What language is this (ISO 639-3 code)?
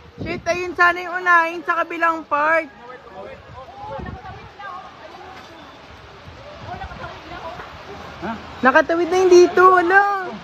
fil